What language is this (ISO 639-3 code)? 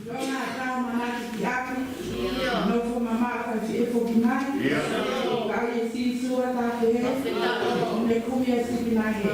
ton